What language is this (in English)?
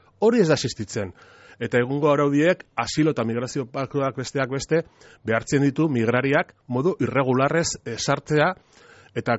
Basque